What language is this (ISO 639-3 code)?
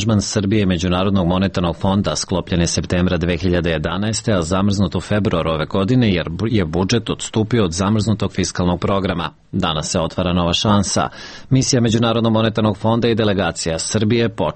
srp